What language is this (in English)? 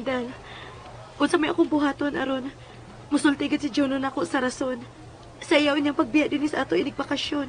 Cebuano